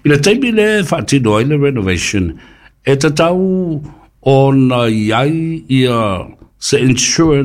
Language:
Samoan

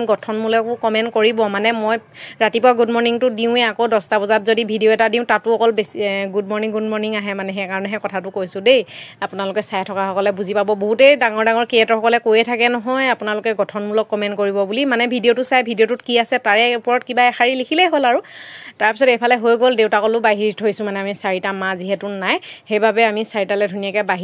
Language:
Assamese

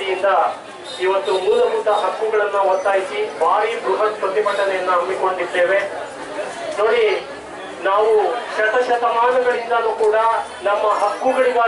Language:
Kannada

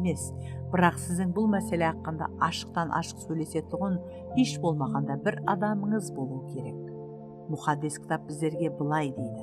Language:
Kara-Kalpak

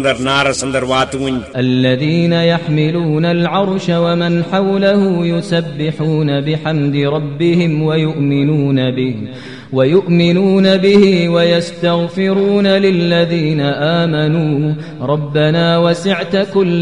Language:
Kashmiri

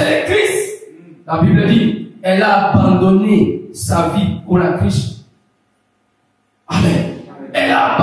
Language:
French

